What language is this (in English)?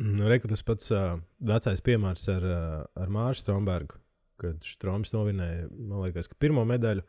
Latvian